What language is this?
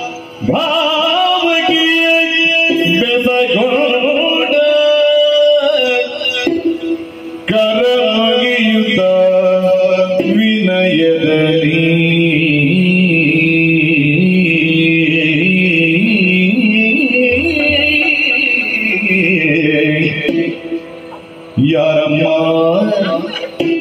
Kannada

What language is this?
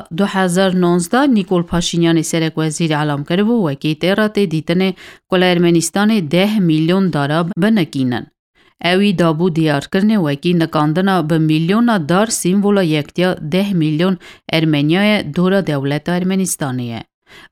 Kurdish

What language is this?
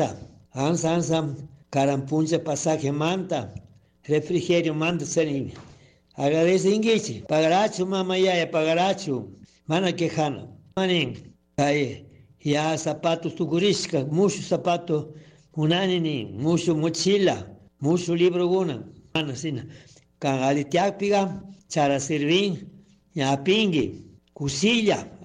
Chimborazo Highland Quichua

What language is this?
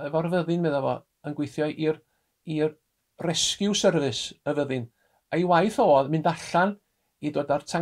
Welsh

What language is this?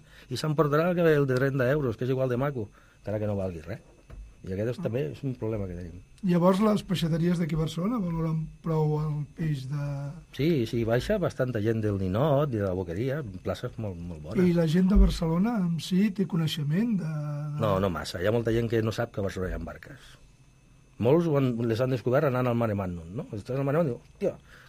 Catalan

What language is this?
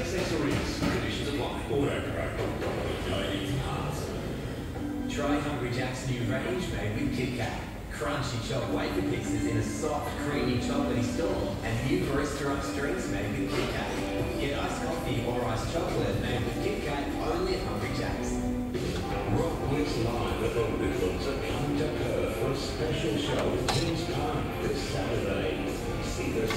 English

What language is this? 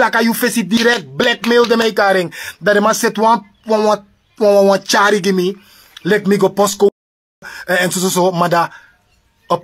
Sranan Tongo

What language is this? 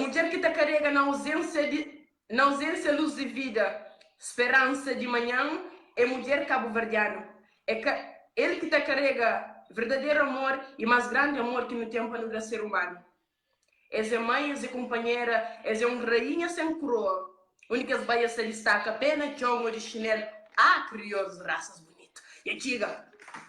Kabuverdianu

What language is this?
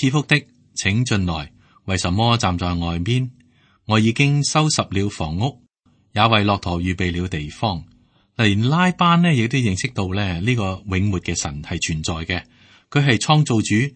Cantonese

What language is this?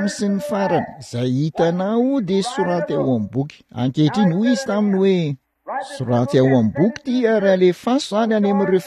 Malagasy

